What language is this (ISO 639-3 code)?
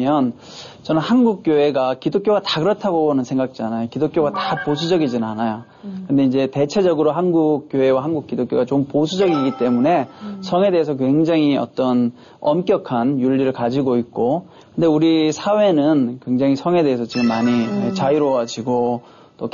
kor